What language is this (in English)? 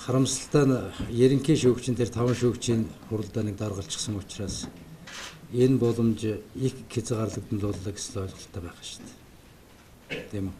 Mongolian